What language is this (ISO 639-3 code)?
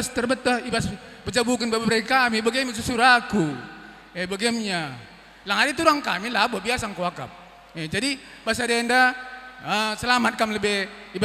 btx